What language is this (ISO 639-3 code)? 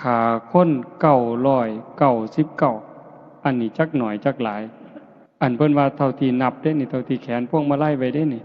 tts